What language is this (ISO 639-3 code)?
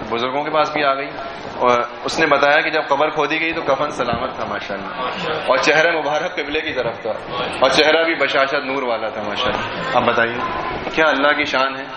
urd